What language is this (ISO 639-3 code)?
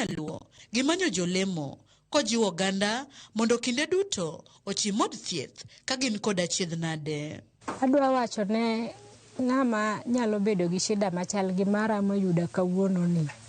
luo